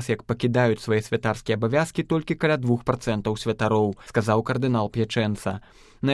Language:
Belarusian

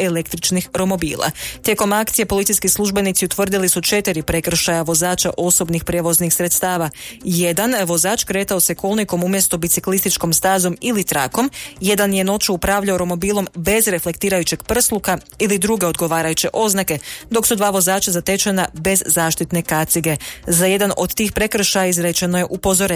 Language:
Croatian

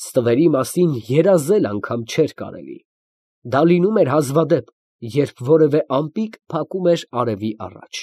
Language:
Armenian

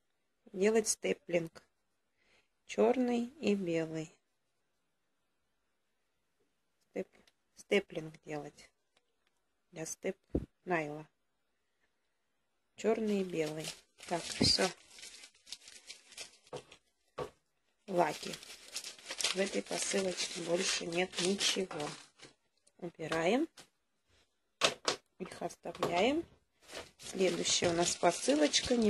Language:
Russian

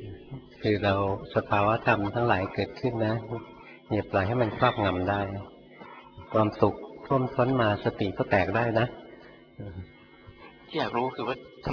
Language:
Thai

